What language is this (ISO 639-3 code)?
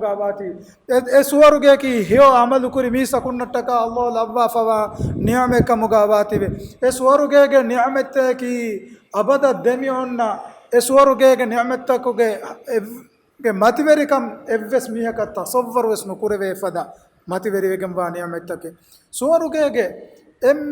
div